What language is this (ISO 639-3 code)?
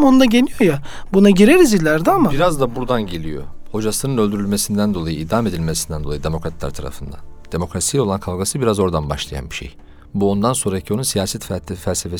tur